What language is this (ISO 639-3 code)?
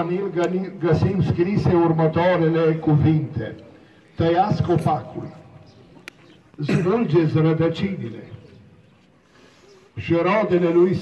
ron